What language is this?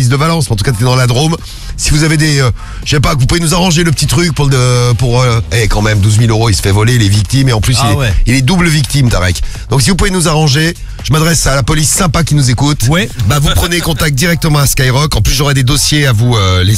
French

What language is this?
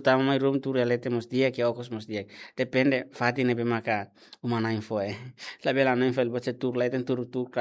Tetum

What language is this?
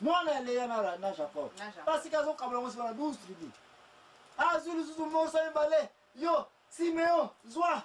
Lingala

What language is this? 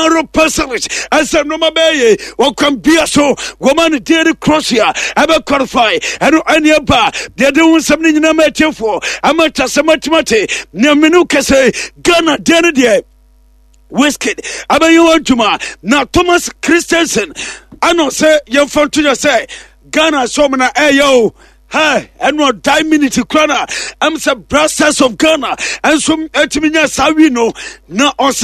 Akan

